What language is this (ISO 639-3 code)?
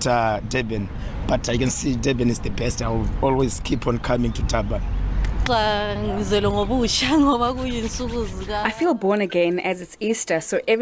ven